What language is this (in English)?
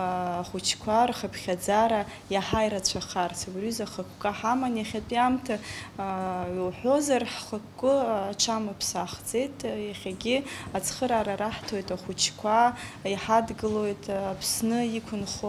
Abkhazian